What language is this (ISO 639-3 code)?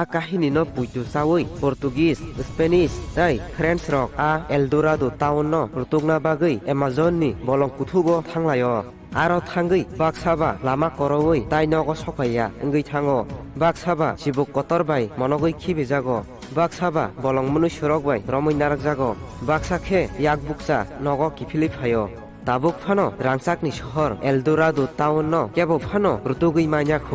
trp